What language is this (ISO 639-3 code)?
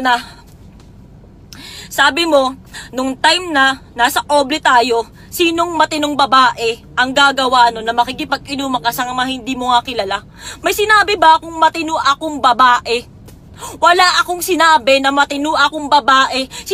fil